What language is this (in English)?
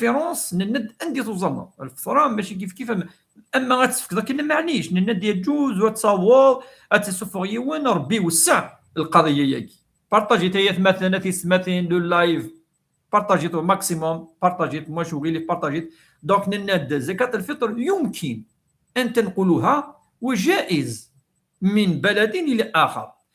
Kabyle